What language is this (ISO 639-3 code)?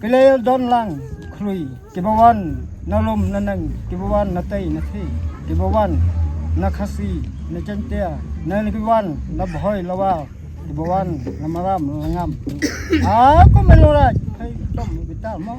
kha